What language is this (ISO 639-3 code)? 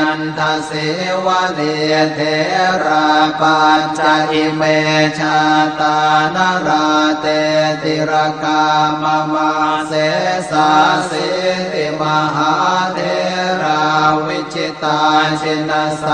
pli